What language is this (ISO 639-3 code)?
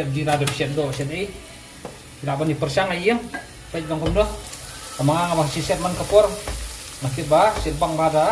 kha